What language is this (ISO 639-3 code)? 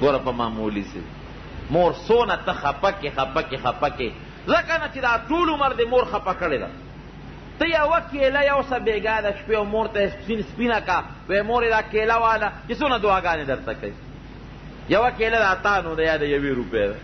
pus